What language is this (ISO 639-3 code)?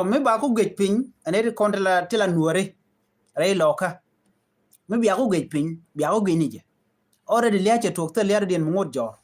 nus